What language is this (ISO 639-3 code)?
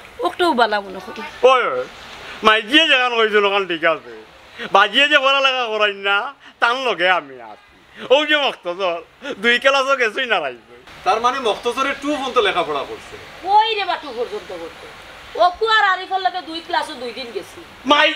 syl